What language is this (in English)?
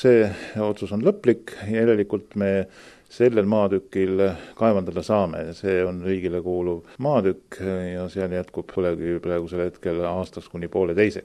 Estonian